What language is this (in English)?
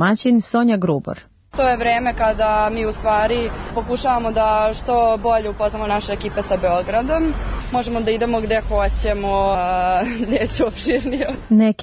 Serbian